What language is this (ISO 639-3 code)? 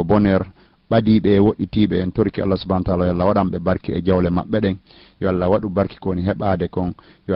ful